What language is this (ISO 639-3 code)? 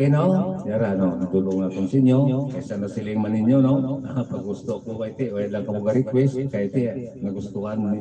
hil